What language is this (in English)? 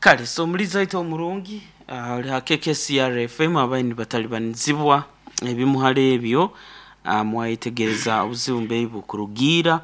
Nyankole